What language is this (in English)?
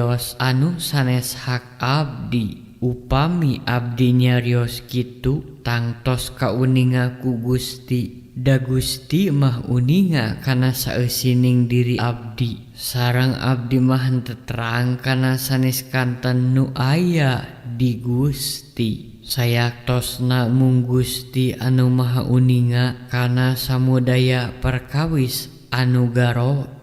Sundanese